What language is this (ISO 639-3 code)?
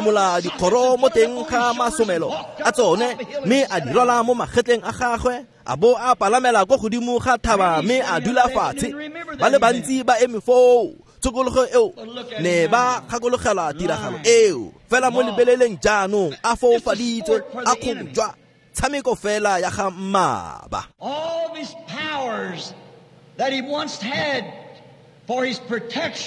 tsn